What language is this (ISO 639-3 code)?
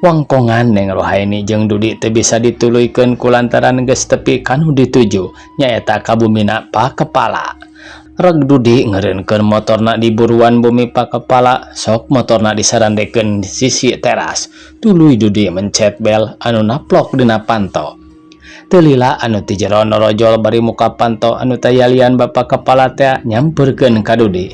sun